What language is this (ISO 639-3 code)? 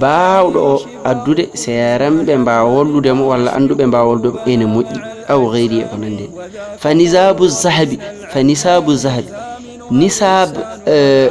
ful